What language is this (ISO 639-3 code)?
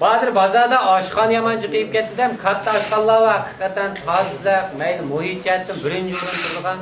uig